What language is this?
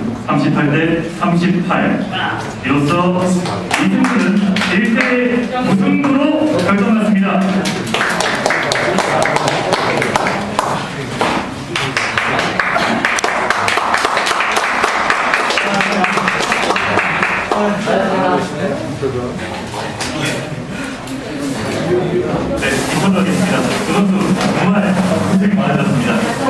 Korean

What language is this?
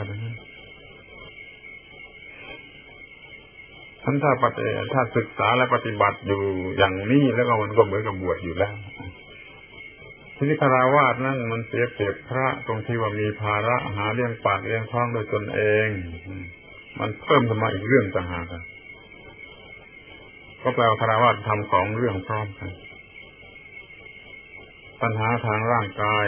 Thai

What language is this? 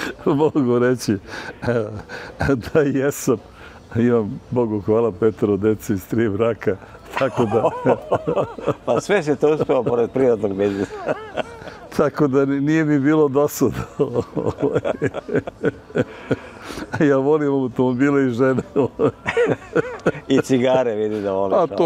Serbian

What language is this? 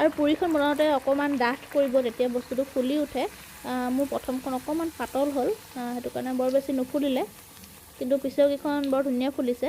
Assamese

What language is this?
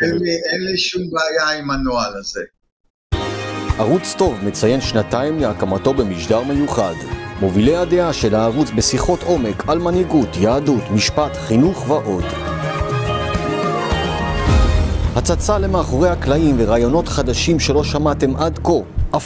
Hebrew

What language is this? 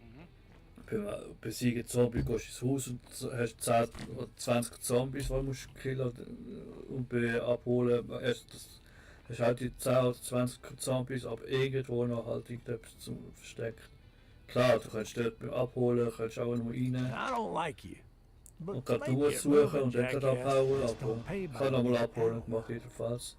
Swiss German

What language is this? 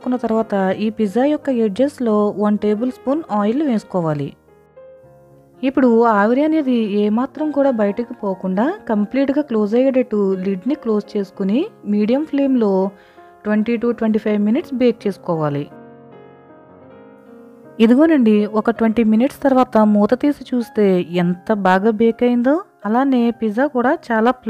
Telugu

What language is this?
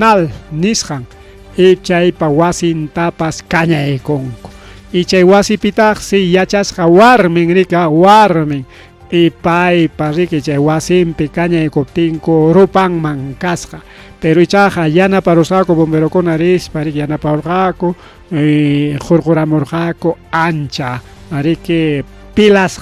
Ayacucho Quechua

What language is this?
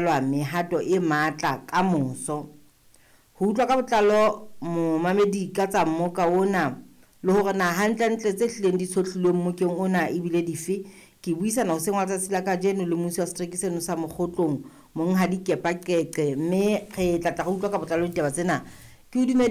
Southern Sotho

